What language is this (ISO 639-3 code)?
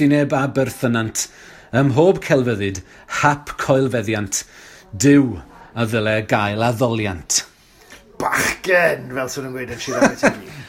cym